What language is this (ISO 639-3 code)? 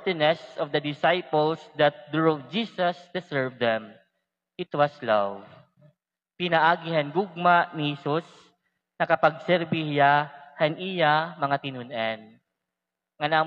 war